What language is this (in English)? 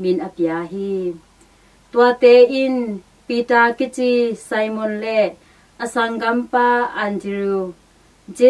Tedim Chin